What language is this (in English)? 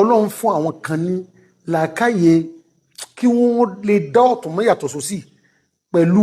Yoruba